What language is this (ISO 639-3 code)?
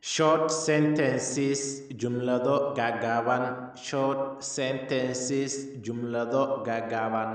som